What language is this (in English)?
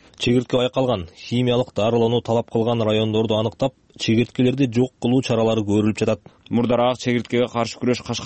Kyrgyz